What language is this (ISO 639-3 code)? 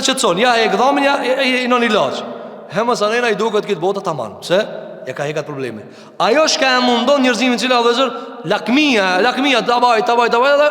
sqi